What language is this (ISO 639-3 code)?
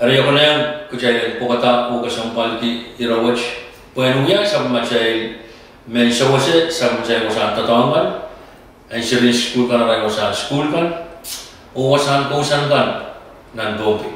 pon